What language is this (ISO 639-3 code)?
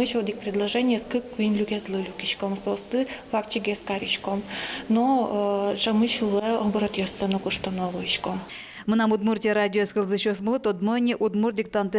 udm